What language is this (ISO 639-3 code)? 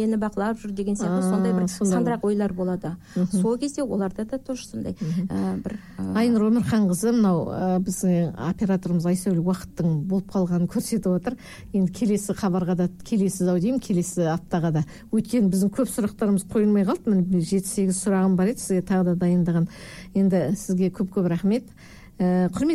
kaz